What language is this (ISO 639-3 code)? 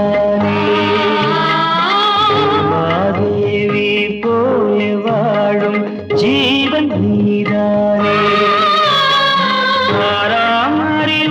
tam